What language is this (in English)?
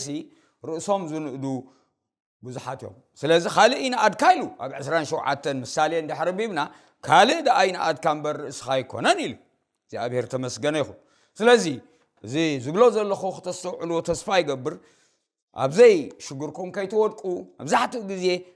Tigrinya